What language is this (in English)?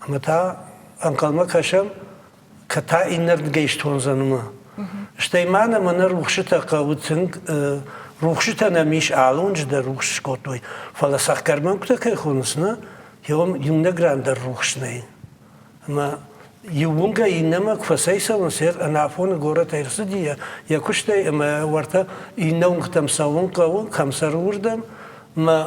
Ossetic